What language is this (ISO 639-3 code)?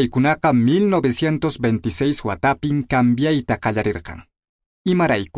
que